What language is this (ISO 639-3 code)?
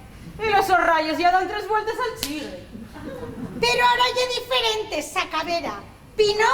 ast